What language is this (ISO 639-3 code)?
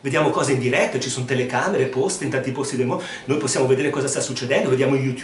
ita